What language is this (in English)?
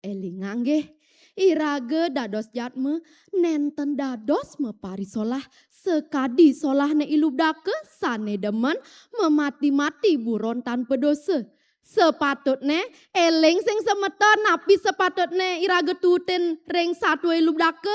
Balinese